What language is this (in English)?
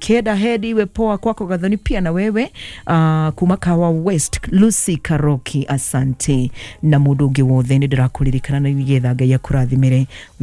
Kikuyu